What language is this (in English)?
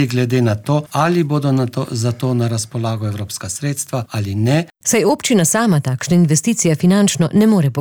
Slovenian